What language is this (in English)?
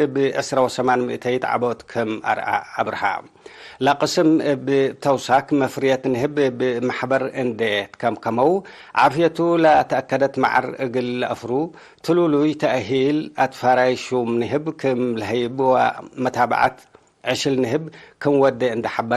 Tigre